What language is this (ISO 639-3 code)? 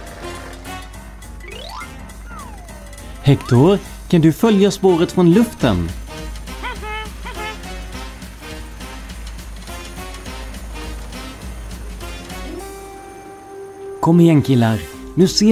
swe